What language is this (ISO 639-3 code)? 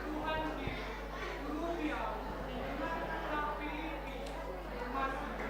bts